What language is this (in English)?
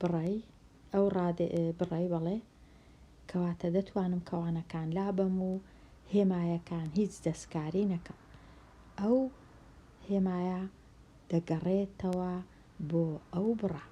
Central Kurdish